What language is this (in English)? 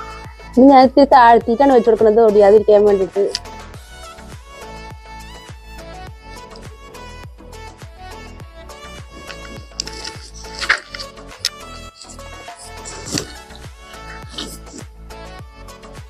Malayalam